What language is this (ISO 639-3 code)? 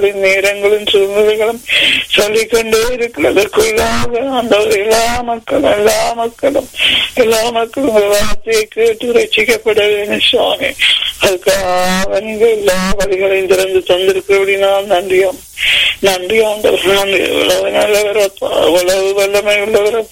tam